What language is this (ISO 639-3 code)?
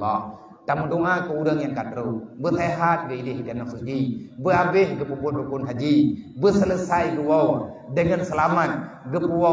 ace